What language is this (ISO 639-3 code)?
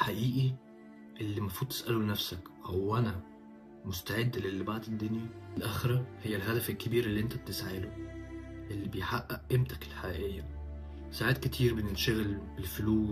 arz